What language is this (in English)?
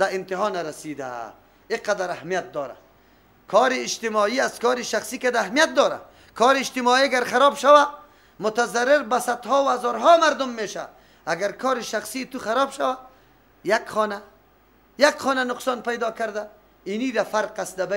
Persian